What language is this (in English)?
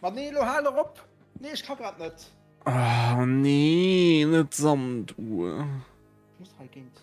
Luxembourgish